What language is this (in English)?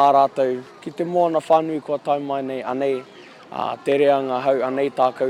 Māori